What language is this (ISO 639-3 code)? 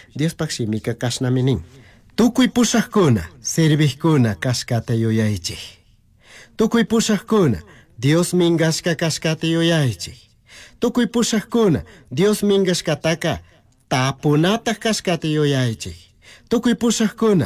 qug